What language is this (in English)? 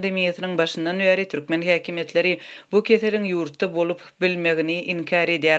Turkmen